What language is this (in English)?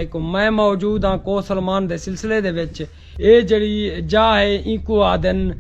Saraiki